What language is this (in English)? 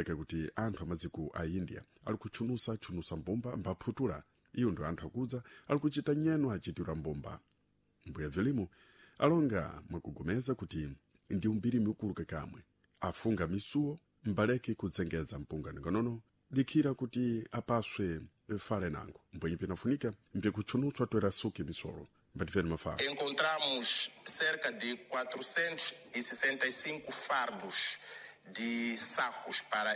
Sena